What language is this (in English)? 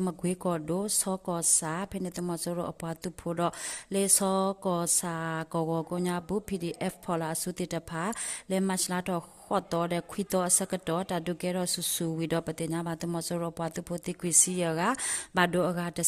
S'gaw Karen